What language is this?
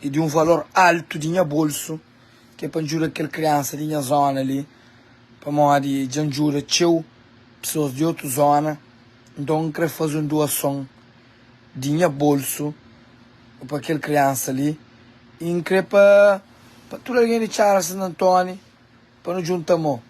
Kabuverdianu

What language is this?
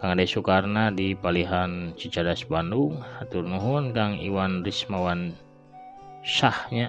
Sundanese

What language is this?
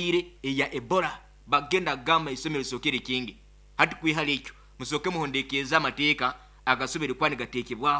Nyoro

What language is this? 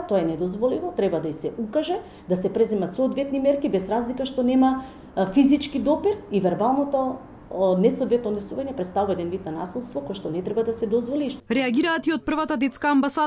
Macedonian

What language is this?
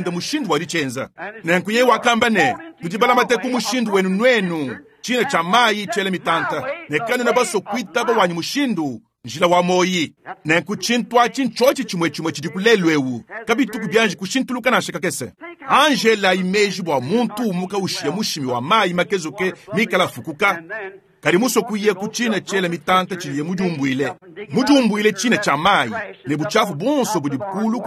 Luba-Lulua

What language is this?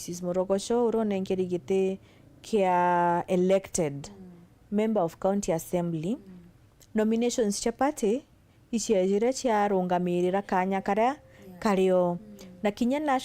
Meru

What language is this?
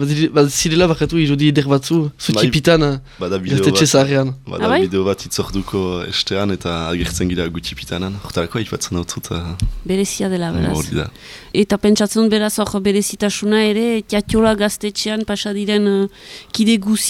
Basque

